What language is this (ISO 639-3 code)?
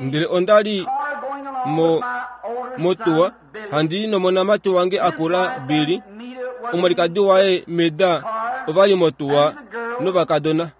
kua